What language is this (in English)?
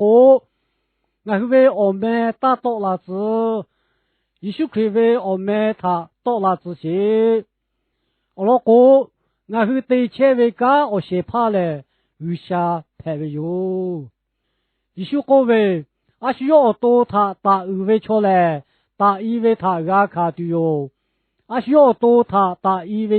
Lahu